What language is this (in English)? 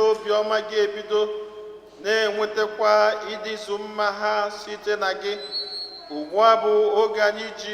Igbo